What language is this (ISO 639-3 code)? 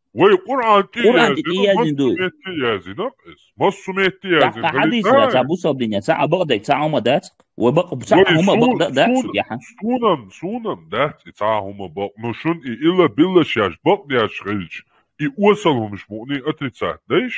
che